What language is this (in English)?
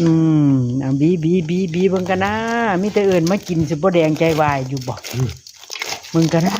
Northeastern Thai